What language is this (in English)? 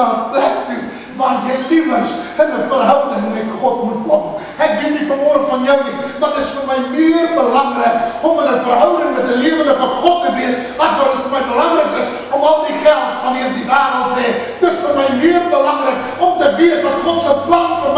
Afrikaans